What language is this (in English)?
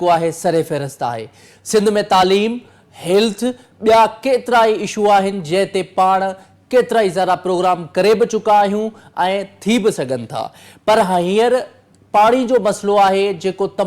Sindhi